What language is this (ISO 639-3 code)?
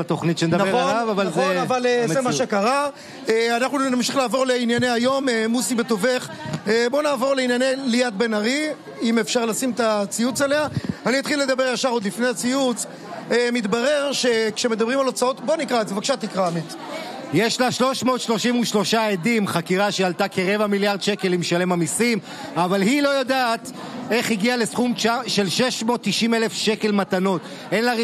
heb